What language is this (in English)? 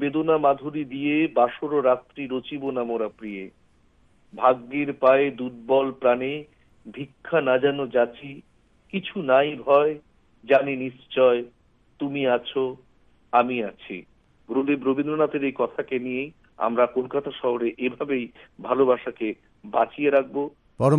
Bangla